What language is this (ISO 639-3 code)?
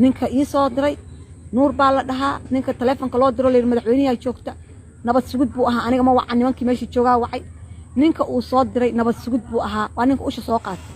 som